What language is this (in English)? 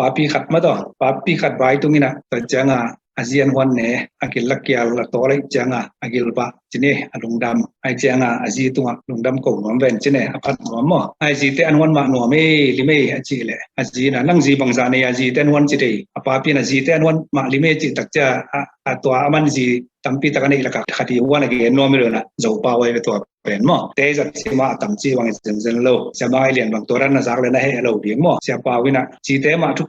Tedim Chin